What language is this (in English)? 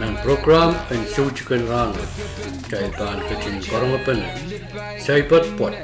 Pohnpeian